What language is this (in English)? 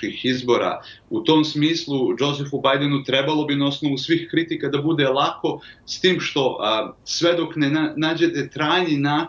Serbian